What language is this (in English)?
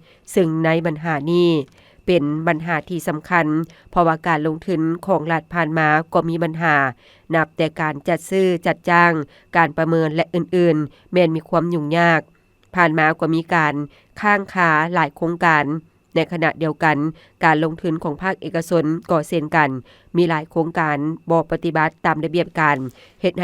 Lao